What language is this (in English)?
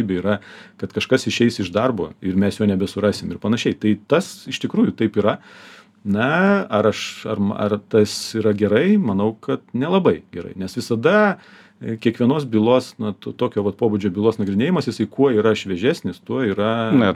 Lithuanian